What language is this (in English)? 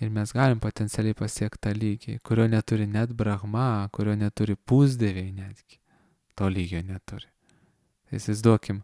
Lithuanian